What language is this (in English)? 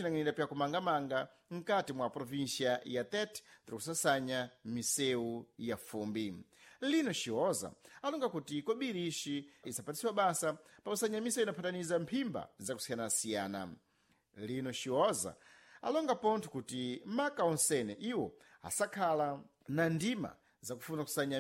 Sena